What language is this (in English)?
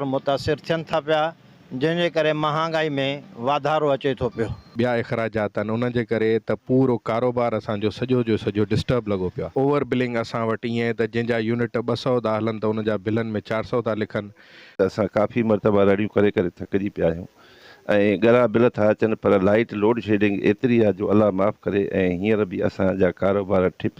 Sindhi